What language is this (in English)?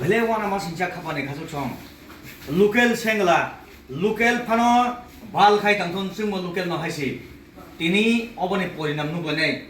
Kok Borok